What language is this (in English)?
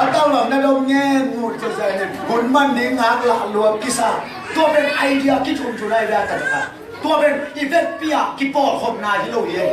Tedim Chin